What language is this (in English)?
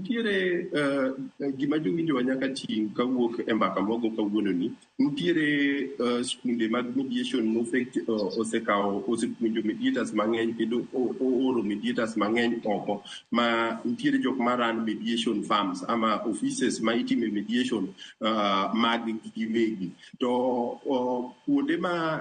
Luo (Kenya and Tanzania)